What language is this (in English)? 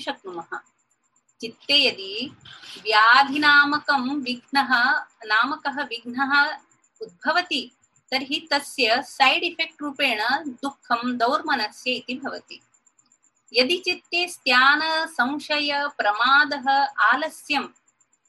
Sanskrit